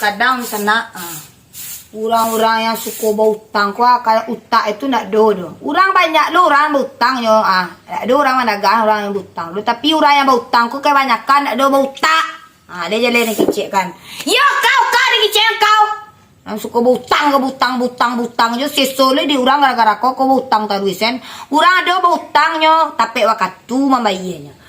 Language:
Minangkabau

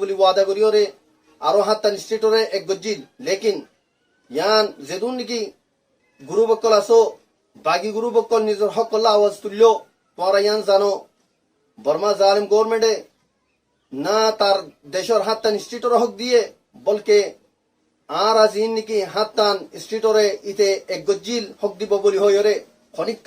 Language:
Rohingya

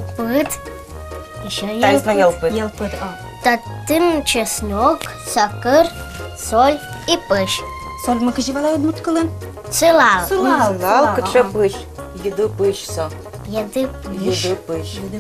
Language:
Udmurt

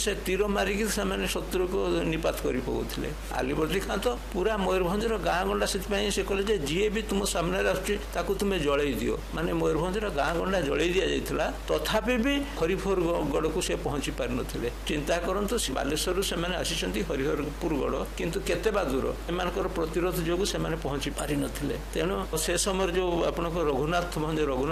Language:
Odia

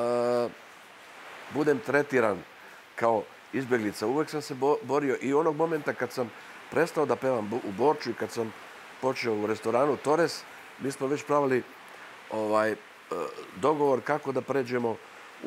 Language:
Serbian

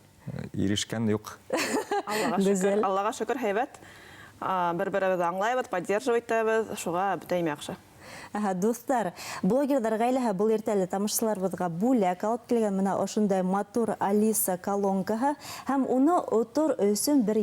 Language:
Bashkir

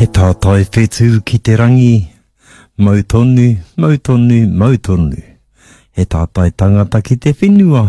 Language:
Māori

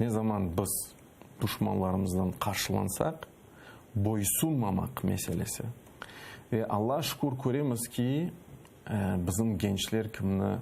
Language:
Crimean Tatar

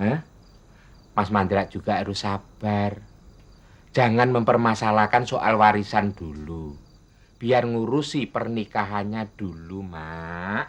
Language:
Betawi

